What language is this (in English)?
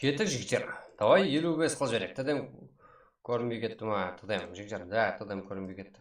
Kara-Kalpak